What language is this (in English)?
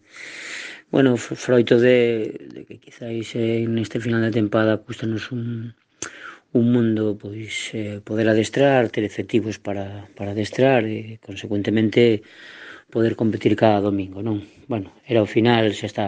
Galician